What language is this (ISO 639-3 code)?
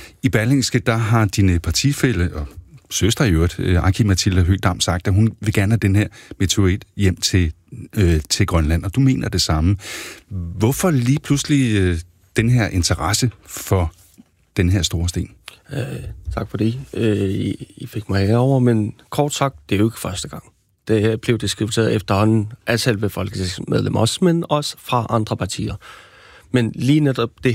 dan